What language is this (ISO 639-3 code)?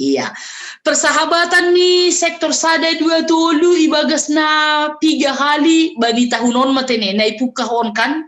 bts